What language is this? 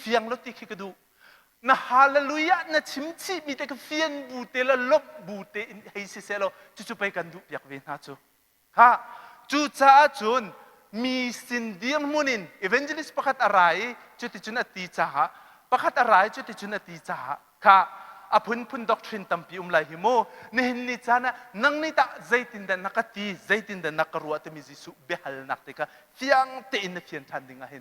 Hakha Chin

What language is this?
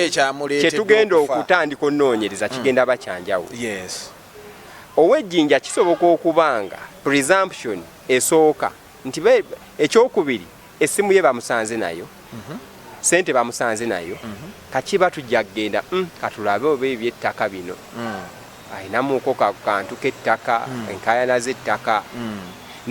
Ganda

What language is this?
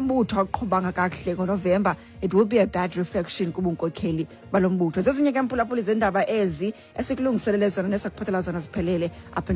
Xhosa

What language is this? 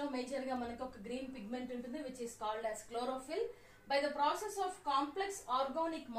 Telugu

